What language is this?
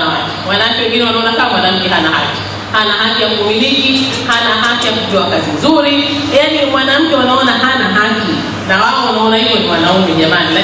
Swahili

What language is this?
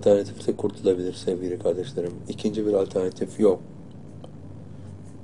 Turkish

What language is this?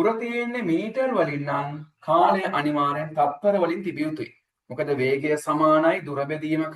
Sinhala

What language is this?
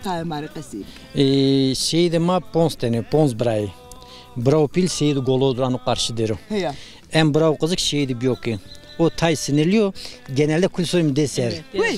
Zaza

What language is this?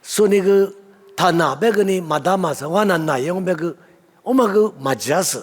Lisu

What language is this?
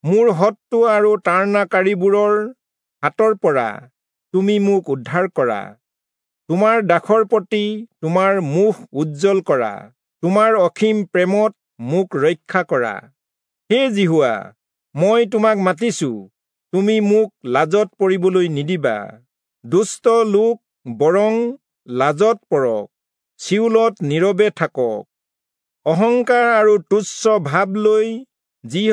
Assamese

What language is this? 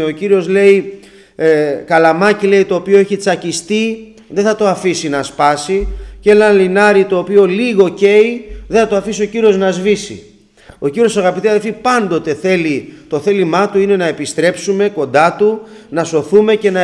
Greek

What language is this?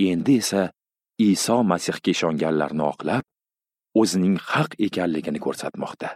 Uzbek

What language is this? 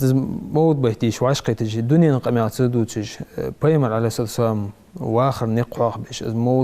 Ingush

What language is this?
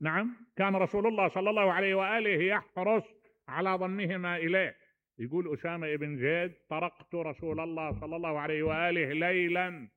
Mesopotamian Arabic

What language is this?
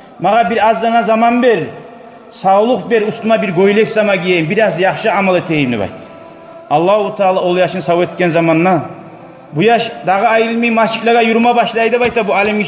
Kumyk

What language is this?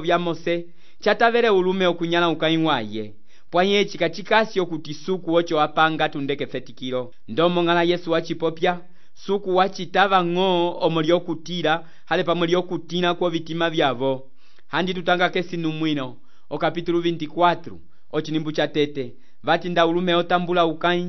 Umbundu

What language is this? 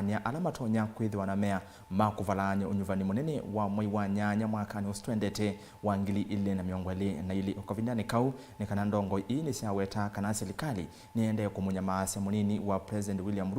Kamba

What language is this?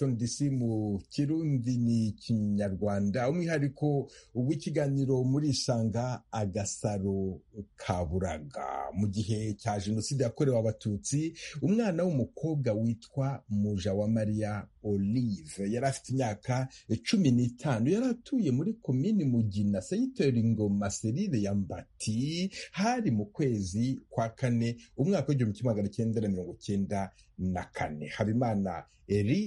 Kinyarwanda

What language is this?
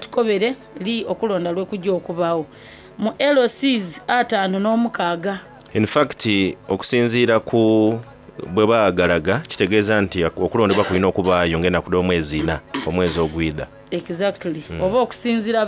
Soga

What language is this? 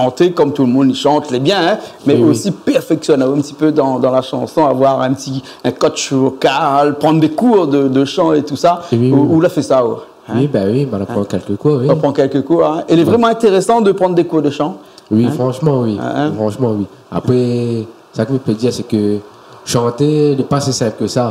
Réunion Creole French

